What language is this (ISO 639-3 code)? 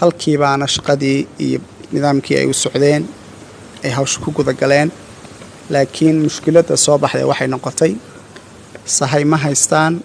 som